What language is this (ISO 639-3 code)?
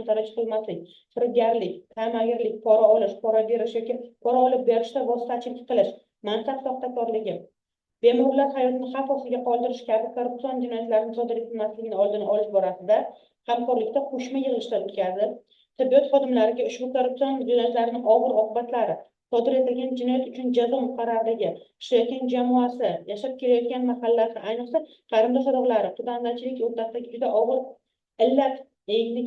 uzb